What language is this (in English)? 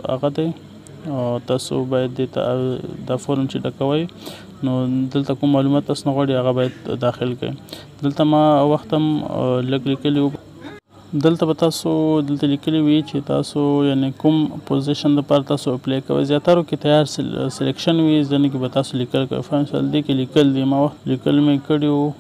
Pashto